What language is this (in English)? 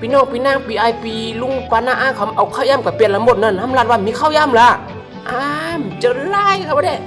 Shan